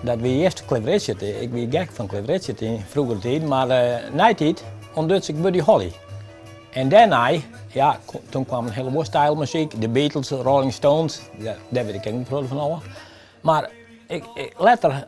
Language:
Western Frisian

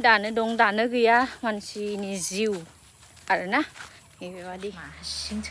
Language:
Bodo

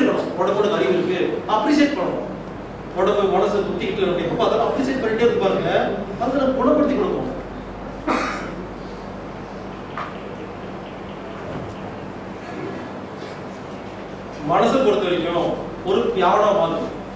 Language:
Tamil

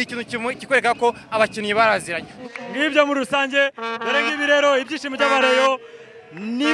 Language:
Kinyarwanda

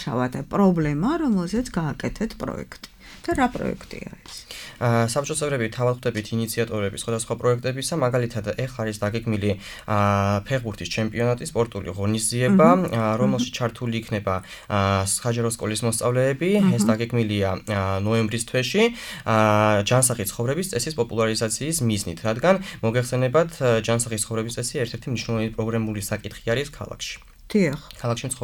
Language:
Georgian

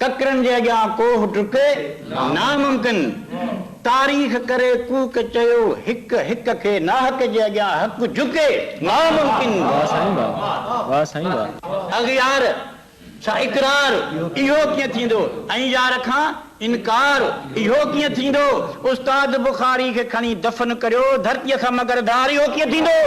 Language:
Sindhi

